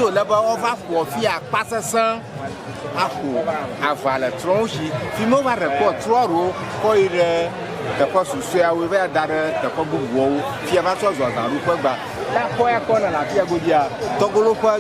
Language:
Ewe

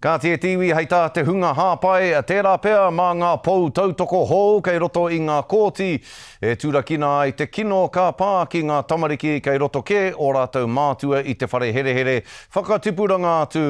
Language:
Māori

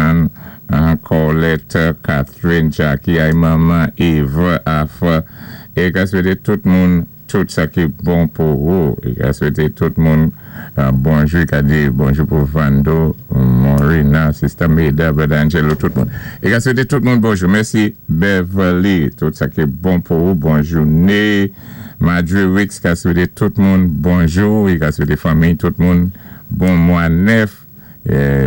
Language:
Saint Lucian Creole French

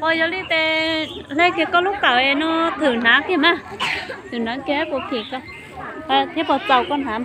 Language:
Hmong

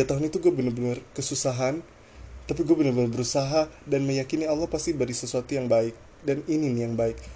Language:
Indonesian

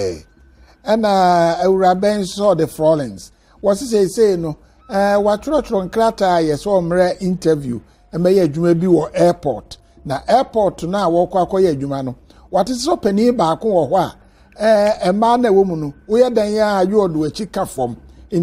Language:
Akan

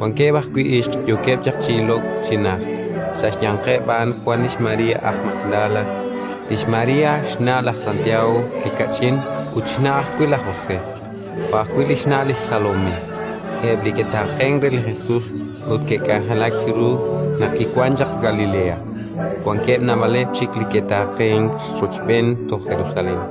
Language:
Kekchí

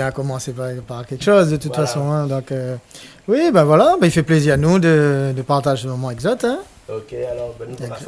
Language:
Réunion Creole French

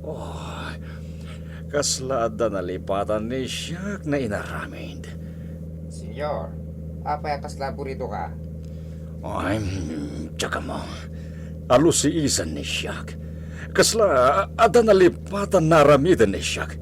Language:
Iloko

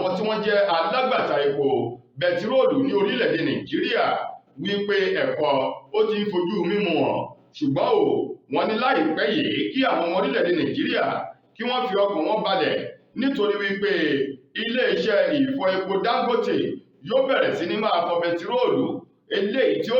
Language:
Yoruba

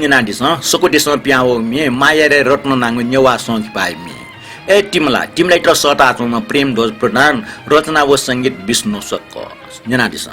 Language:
Newari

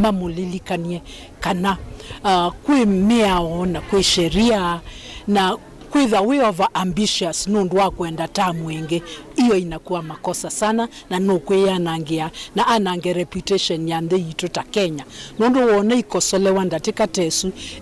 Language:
Kamba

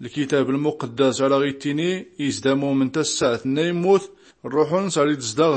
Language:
Tachelhit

